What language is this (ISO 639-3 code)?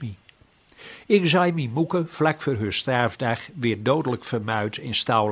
gos